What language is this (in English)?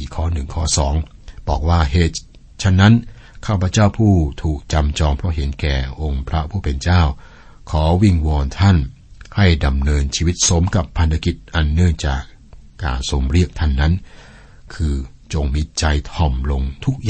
Thai